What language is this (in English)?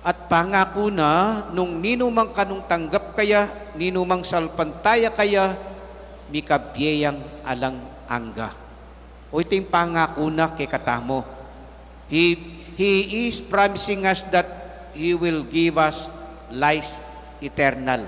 Pampanga